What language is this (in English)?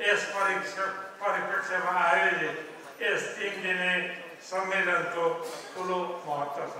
Nepali